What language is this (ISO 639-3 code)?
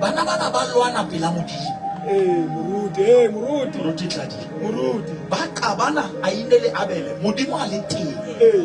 sot